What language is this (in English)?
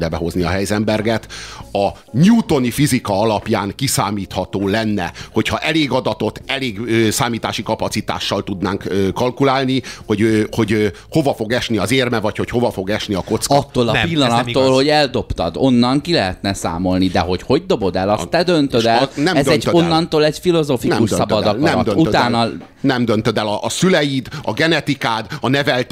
Hungarian